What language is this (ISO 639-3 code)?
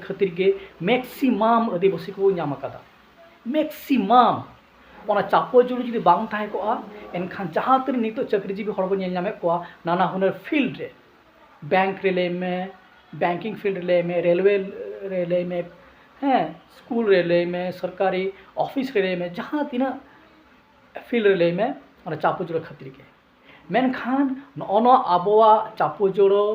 sat